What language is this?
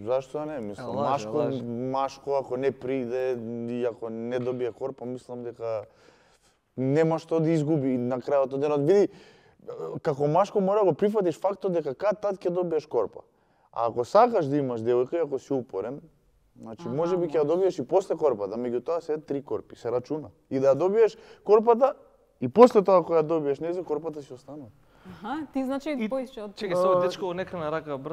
Macedonian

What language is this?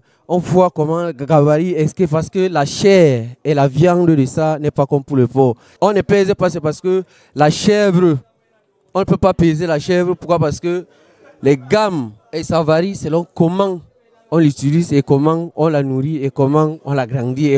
French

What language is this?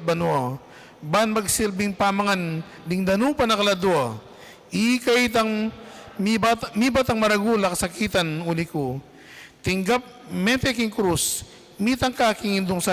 Pampanga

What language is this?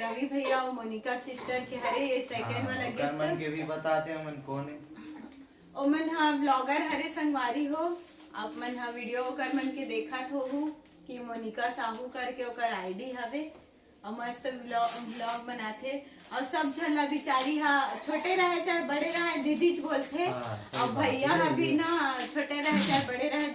Chhattisgarhi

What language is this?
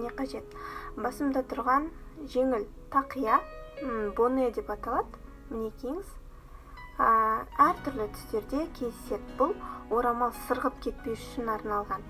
Kazakh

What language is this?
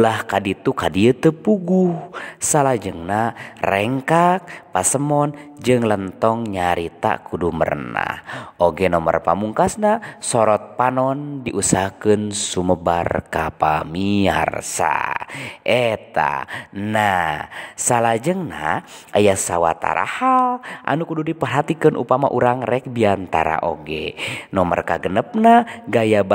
Sundanese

